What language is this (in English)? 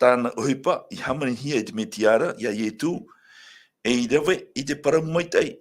Tahitian